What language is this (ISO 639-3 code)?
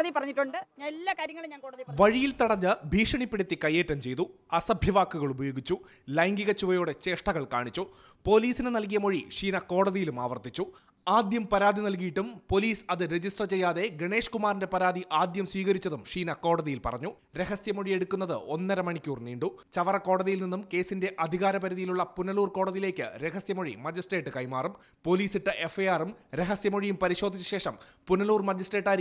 mal